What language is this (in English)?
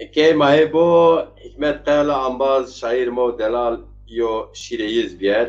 Zaza